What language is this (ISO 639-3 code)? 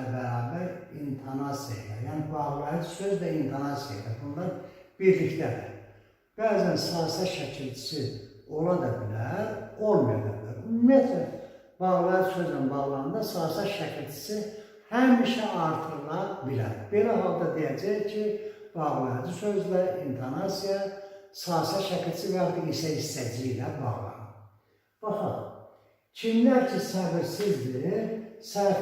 aze